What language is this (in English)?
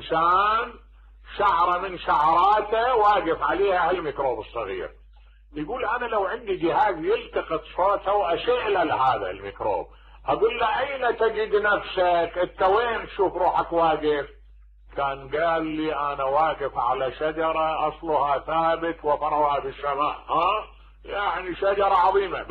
Mesopotamian Arabic